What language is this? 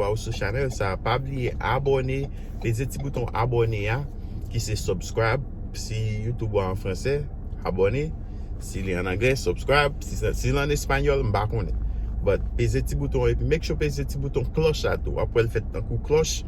Haitian Creole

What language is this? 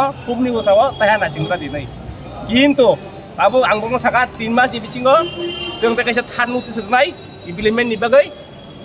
Kok Borok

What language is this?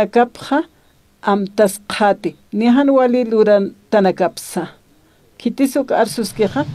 Aymara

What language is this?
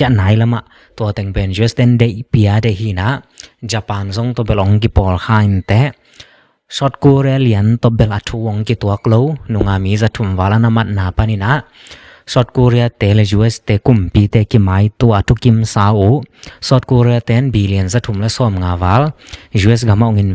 Tedim Chin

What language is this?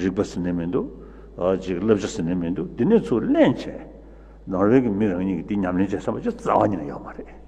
Tibetan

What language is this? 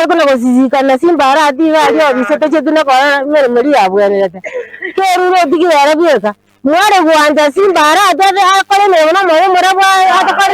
Gusii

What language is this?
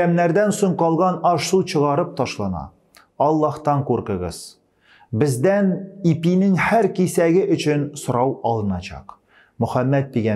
Tatar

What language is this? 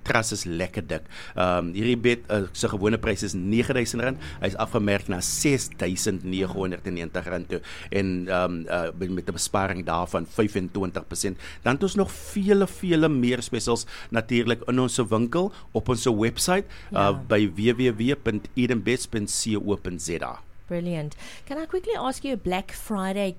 Afrikaans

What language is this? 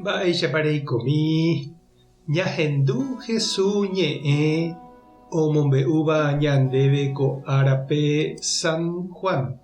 Guarani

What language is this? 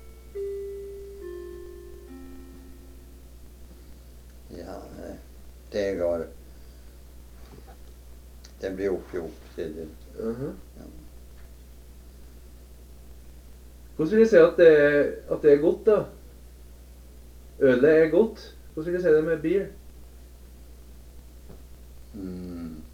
Norwegian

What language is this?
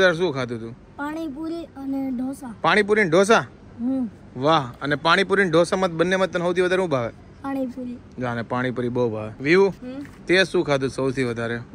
Gujarati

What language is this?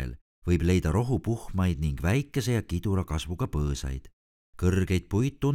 Estonian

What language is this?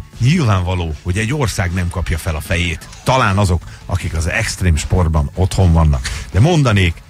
Hungarian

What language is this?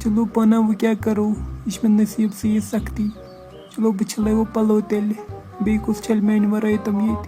Kashmiri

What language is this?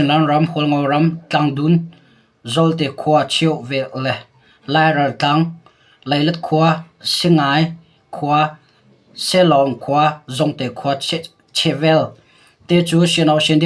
Hakha Chin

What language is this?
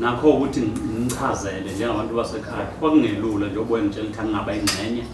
Zulu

